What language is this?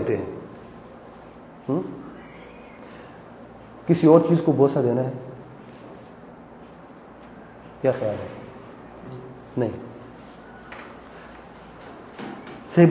Urdu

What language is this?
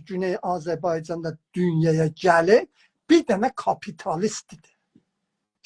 South Azerbaijani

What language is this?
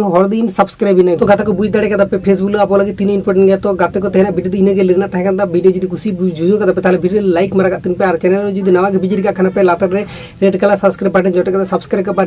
Santali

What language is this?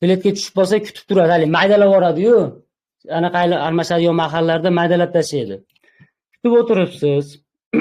Uzbek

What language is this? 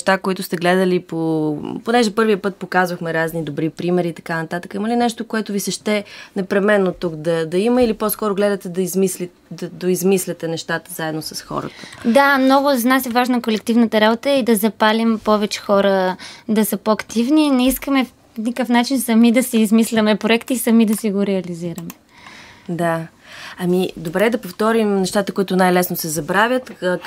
Bulgarian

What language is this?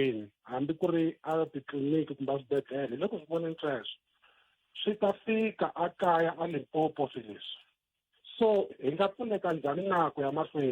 Tsonga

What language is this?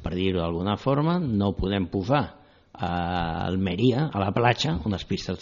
Catalan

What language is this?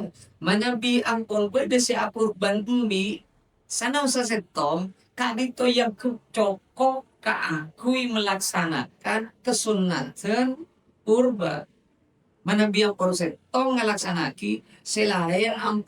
Madurese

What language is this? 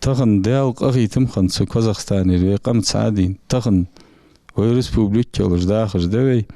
Ingush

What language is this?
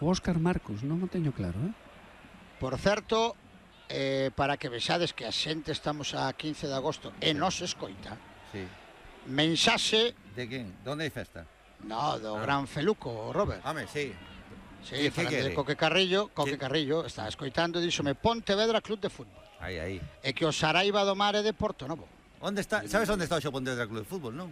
Galician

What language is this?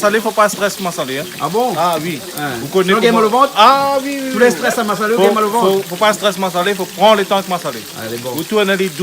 Réunion Creole French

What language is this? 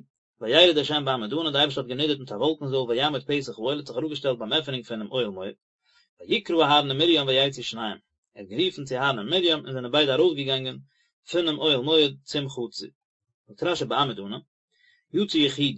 Yiddish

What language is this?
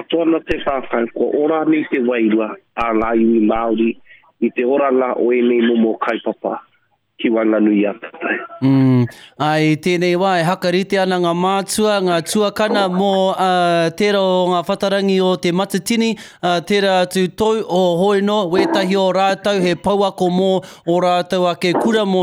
Māori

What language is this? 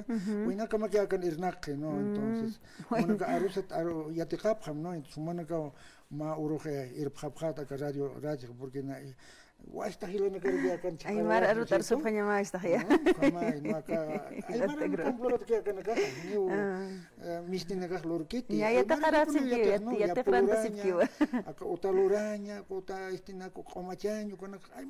Aymara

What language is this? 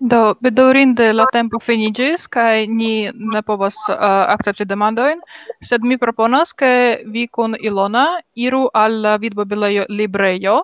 Esperanto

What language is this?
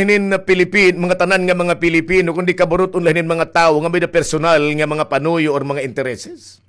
Waray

